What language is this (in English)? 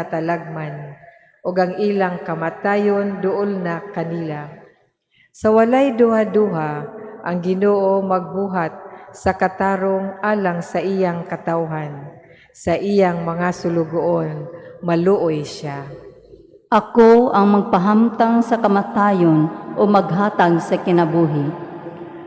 Cebuano